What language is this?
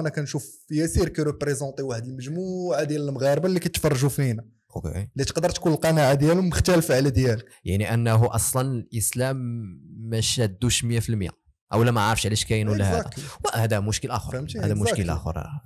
Moroccan Arabic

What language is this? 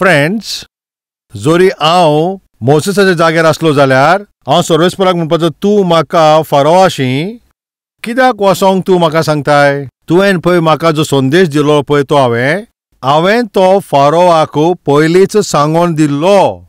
Konkani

